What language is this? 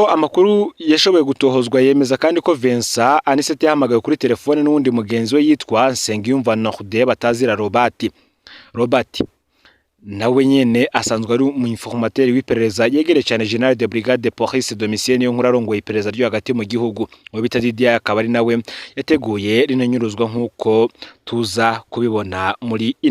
Rundi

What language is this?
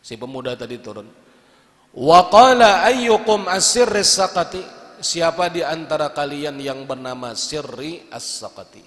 Banjar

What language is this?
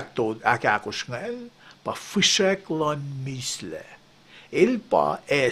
Kosraean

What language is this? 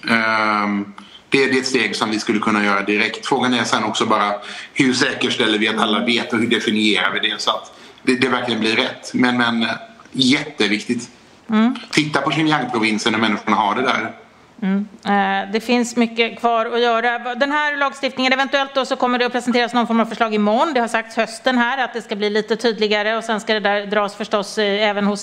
Swedish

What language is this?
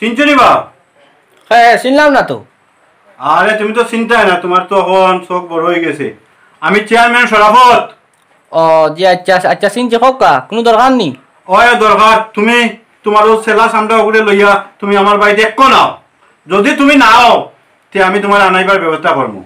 Sylheti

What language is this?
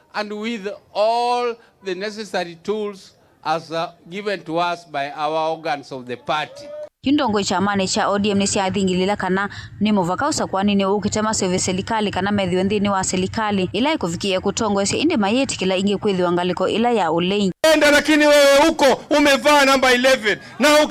Kamba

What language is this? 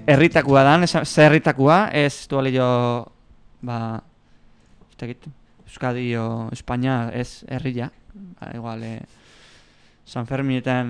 Basque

